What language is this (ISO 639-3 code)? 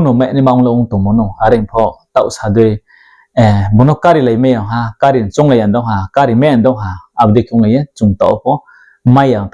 ria